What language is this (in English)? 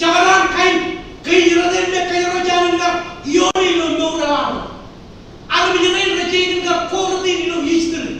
Marshallese